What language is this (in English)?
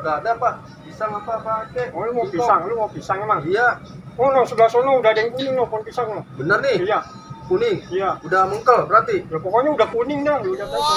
Betawi